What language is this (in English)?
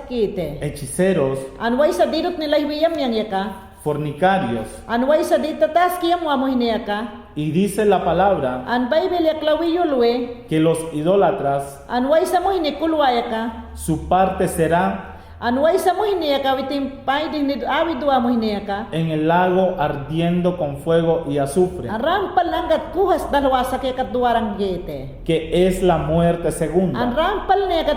Mayangna